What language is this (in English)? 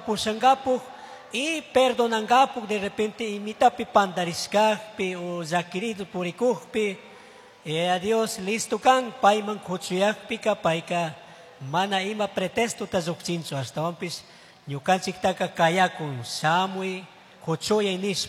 Chimborazo Highland Quichua